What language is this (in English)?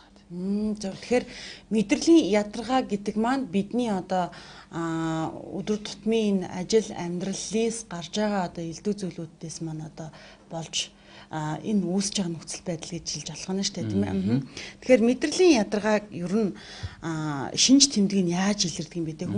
Mongolian